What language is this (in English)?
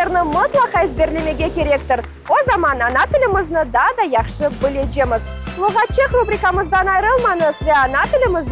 Crimean Tatar